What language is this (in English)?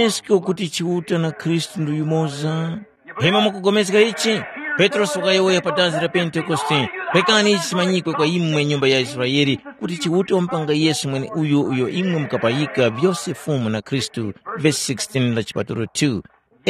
Tumbuka